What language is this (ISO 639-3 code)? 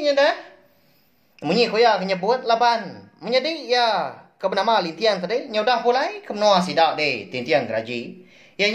iba